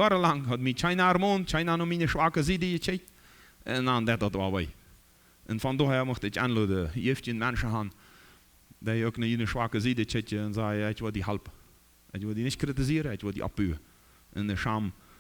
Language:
Plautdietsch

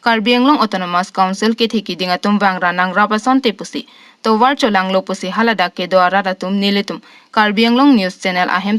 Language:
Karbi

